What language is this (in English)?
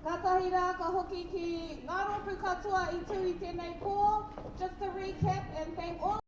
Māori